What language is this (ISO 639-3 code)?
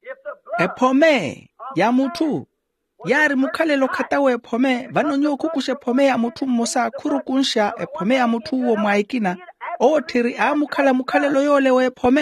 vmw